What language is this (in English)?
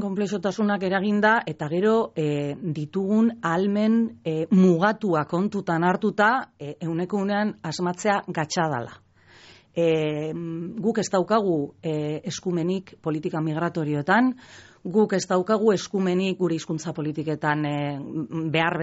Basque